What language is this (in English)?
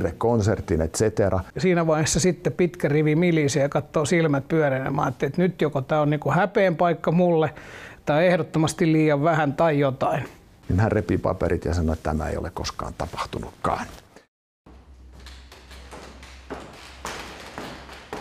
Finnish